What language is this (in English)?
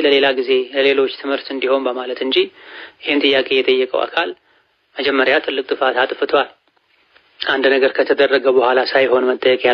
Amharic